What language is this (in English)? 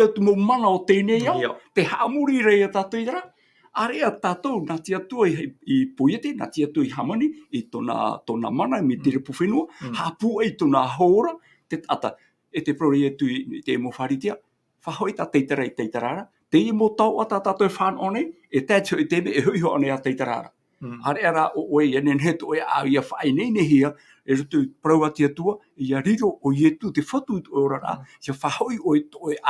Tahitian